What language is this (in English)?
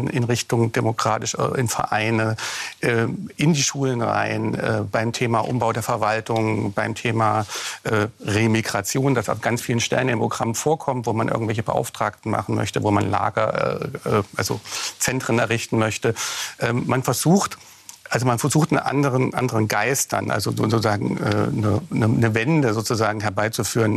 German